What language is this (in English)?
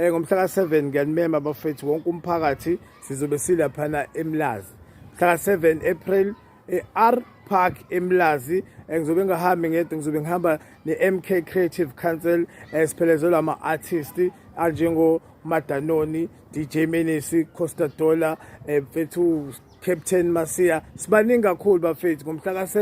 Zulu